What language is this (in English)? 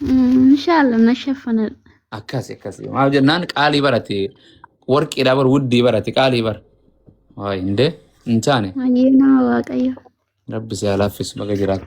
Oromo